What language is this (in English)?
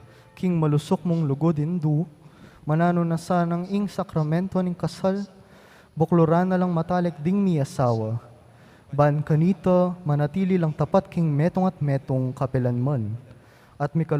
Pampanga